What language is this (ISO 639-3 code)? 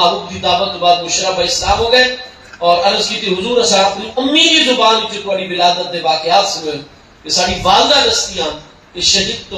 skr